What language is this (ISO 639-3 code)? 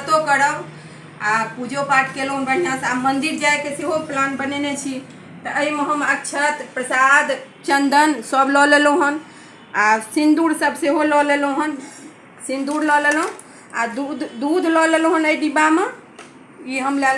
mai